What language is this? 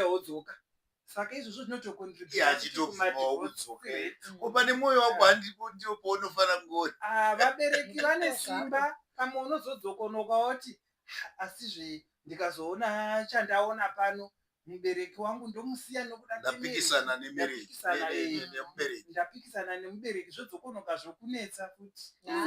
Shona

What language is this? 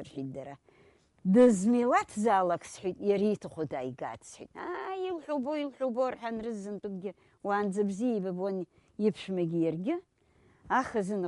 Abkhazian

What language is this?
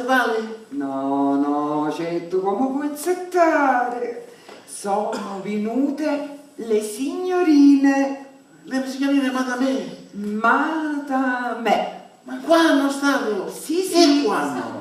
Sicilian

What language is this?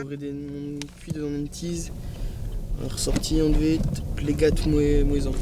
Breton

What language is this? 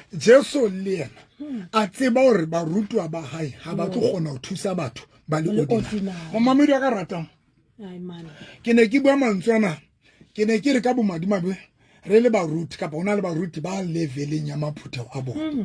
Southern Sotho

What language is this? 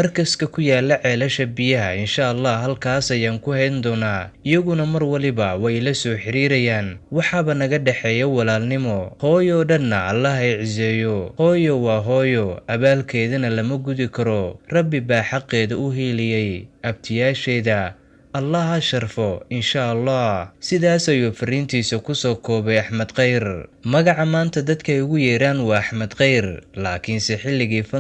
Somali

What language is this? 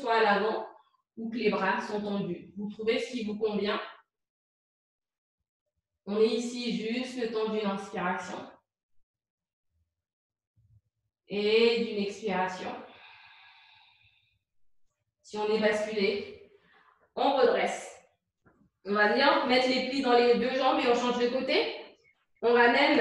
French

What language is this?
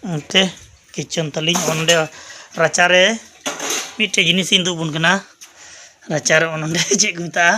Santali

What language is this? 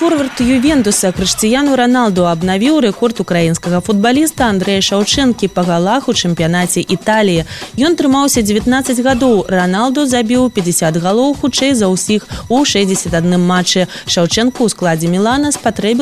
Belarusian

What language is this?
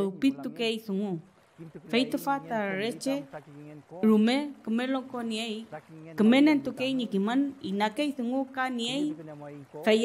Mapuche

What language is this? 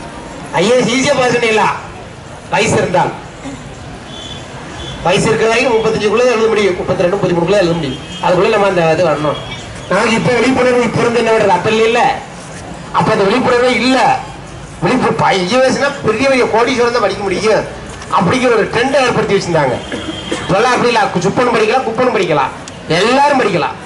Tamil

